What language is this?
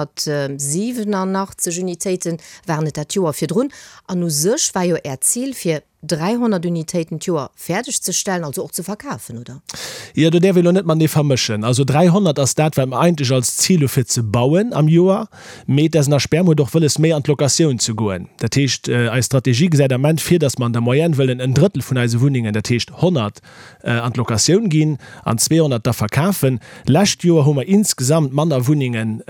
Luxembourgish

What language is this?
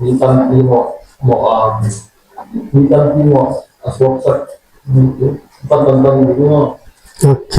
Tedim Chin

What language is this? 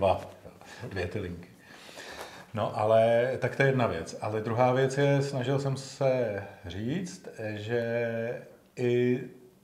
Czech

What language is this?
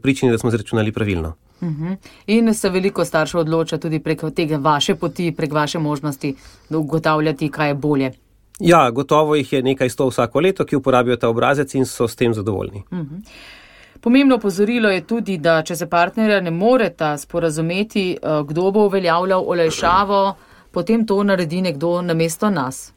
Slovenian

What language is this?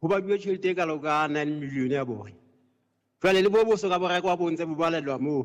Southern Sotho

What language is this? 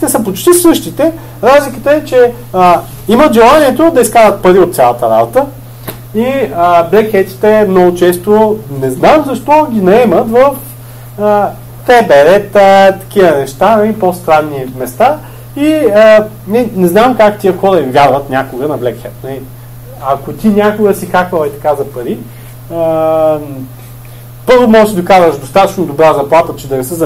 Bulgarian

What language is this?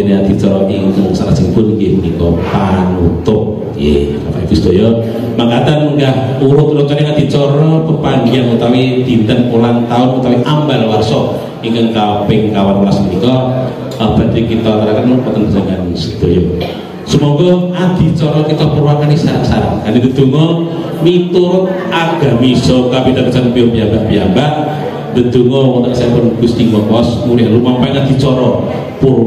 Javanese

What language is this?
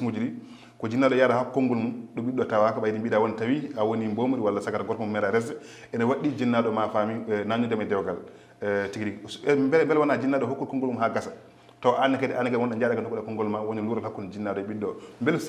Fula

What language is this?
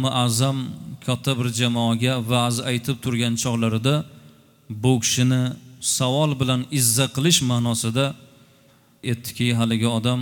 Uzbek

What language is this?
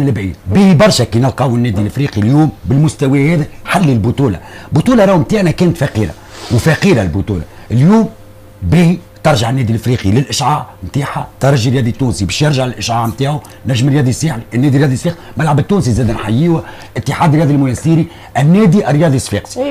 Tunisian Arabic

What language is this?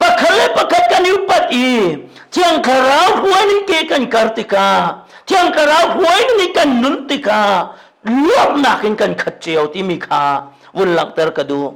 Hakha Chin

